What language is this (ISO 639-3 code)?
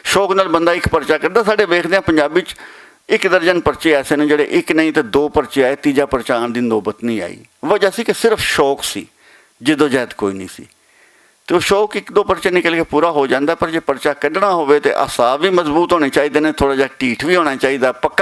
lah